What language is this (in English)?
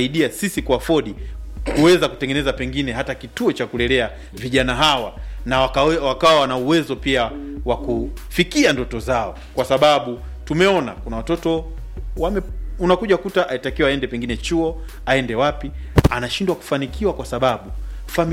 Swahili